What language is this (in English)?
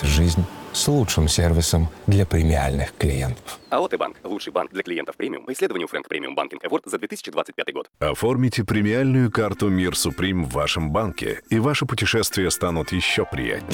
Russian